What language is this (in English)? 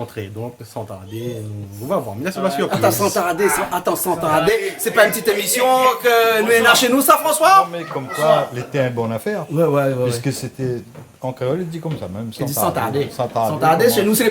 Réunion Creole French